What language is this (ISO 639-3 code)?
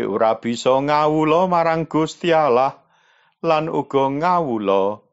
jav